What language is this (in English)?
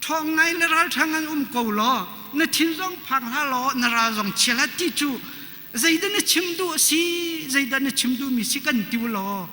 Hakha Chin